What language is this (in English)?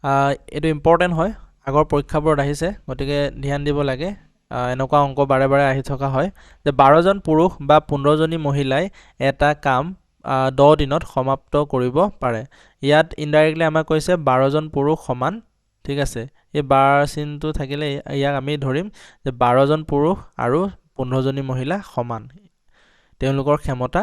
Assamese